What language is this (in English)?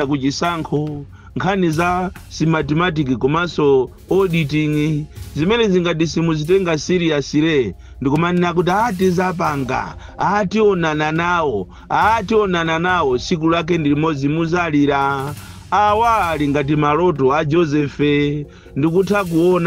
Nyanja